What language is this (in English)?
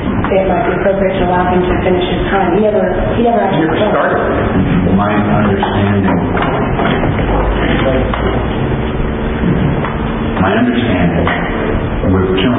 English